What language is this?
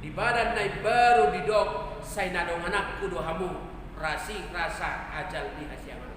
Batak Toba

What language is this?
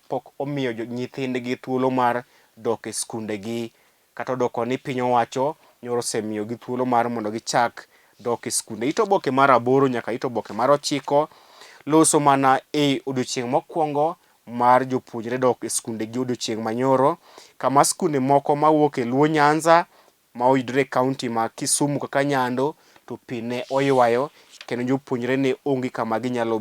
Luo (Kenya and Tanzania)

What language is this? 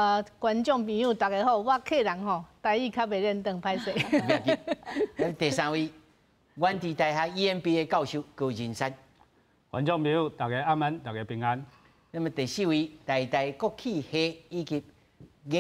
Min Nan Chinese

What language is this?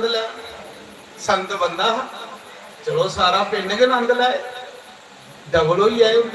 Dogri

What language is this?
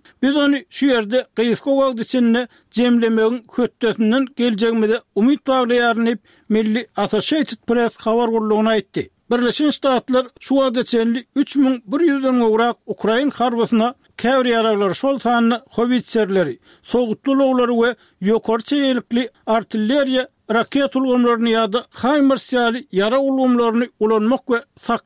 Turkmen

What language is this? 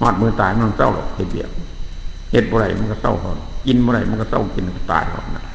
Northeastern Thai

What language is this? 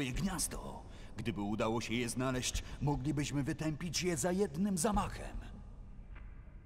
Polish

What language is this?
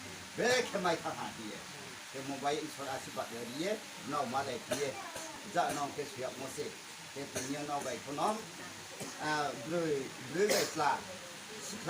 Riang (India)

